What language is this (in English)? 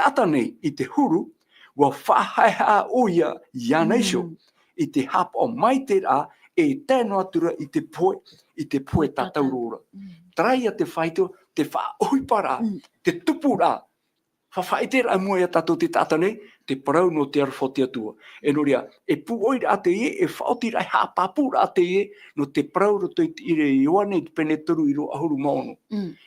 Tahitian